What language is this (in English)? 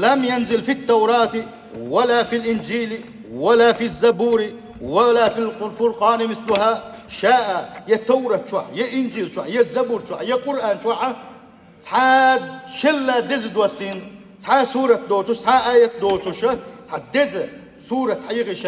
Chechen